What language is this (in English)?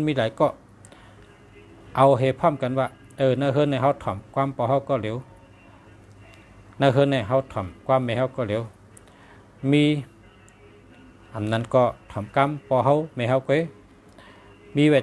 Shan